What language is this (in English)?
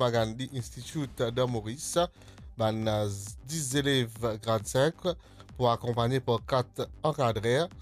Morisyen